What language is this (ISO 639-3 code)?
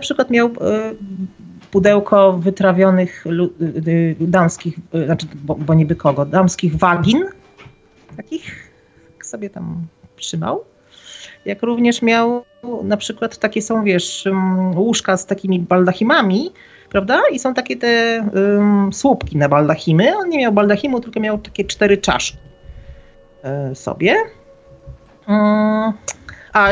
pol